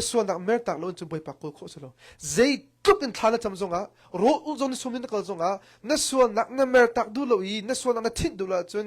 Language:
Hakha Chin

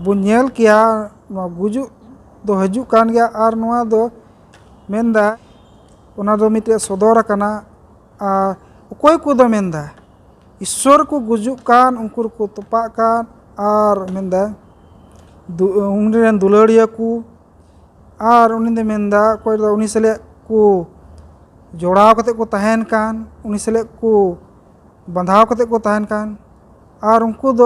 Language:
Santali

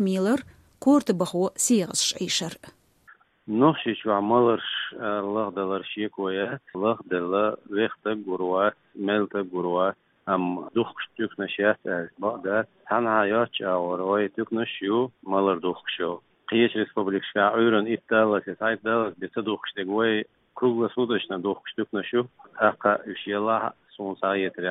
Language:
Chechen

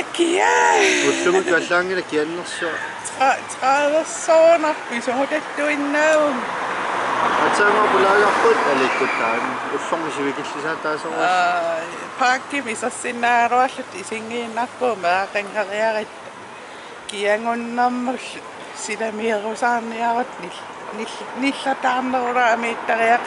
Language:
Kalaallisut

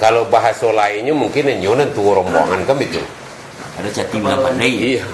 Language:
Minangkabau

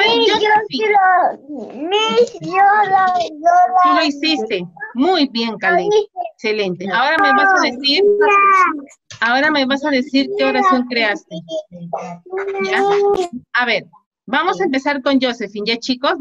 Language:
Spanish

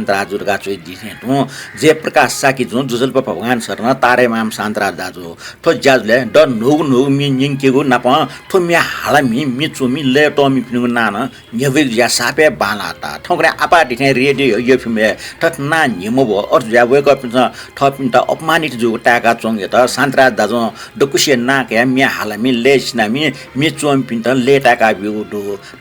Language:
Newari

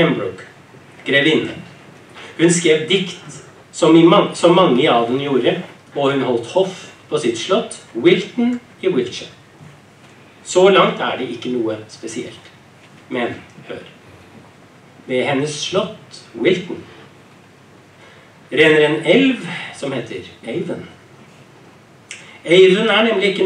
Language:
Norwegian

